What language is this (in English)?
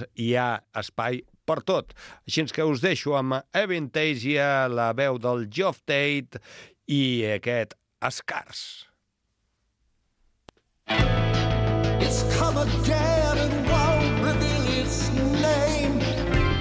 Catalan